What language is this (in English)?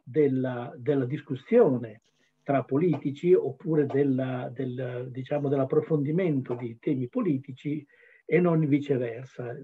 Italian